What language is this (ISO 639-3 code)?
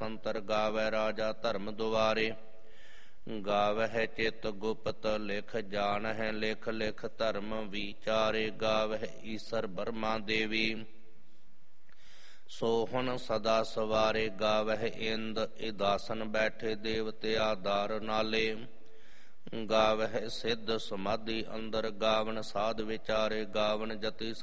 pan